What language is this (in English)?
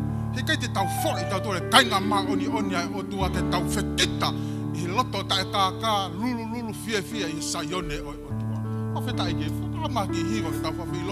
Tongan